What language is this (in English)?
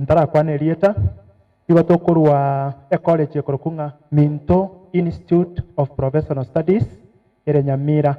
Gusii